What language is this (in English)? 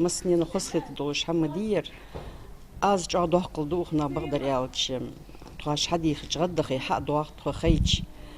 Ingush